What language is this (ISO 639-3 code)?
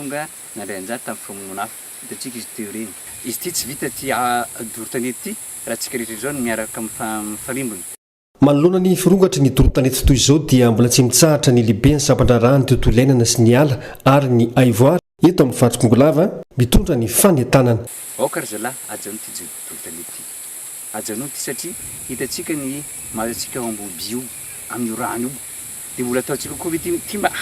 mlg